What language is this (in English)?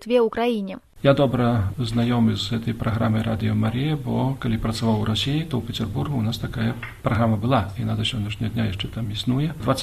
Belarusian